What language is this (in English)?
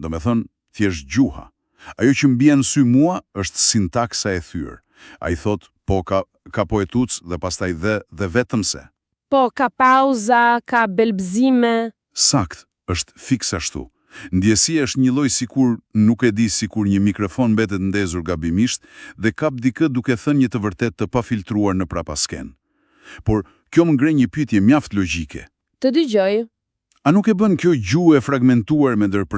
Albanian